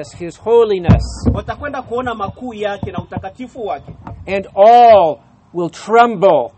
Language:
Swahili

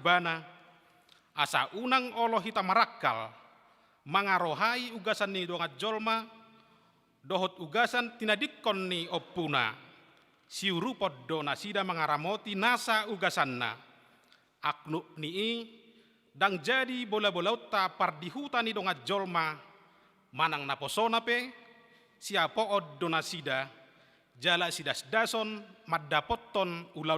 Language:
Batak Toba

